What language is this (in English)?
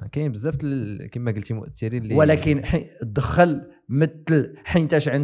Moroccan Arabic